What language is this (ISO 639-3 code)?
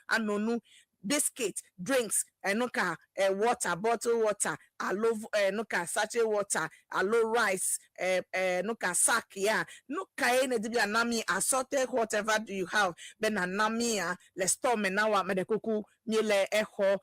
ewe